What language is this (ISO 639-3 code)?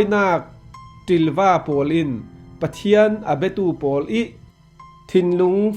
cfm